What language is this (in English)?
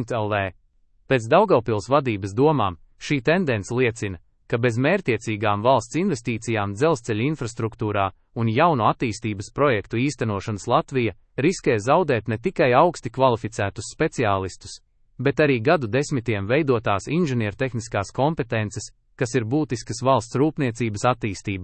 Latvian